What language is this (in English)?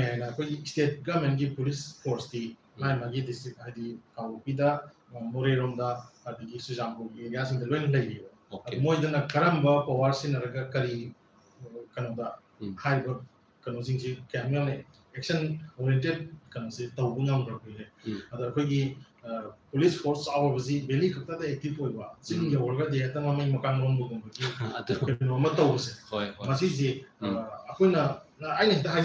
Manipuri